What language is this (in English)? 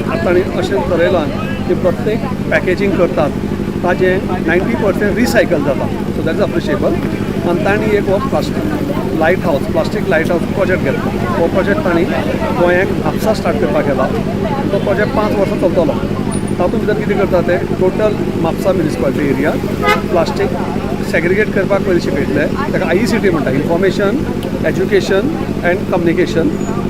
Konkani